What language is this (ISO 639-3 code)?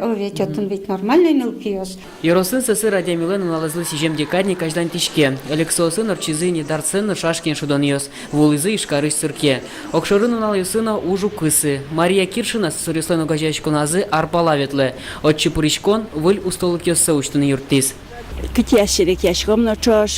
udm